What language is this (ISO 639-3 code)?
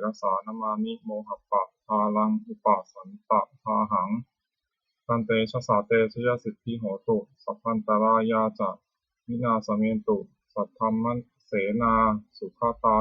pli